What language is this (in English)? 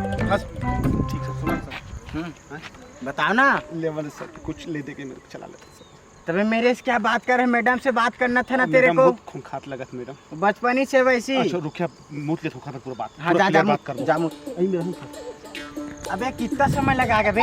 Chhattisgarhi